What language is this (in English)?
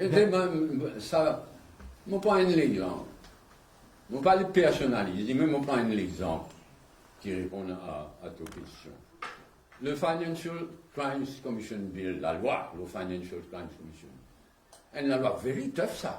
Morisyen